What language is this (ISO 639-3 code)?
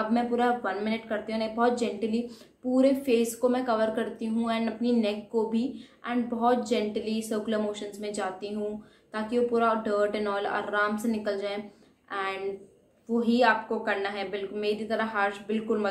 hin